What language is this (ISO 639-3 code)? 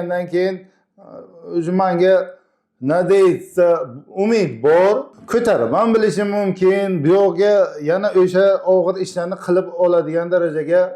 uzb